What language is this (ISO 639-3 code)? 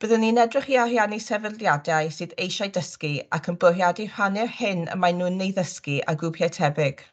cym